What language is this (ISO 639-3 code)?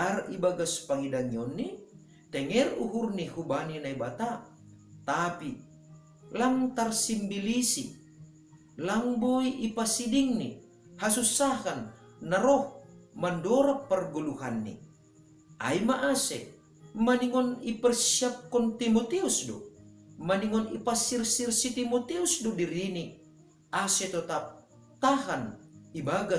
bts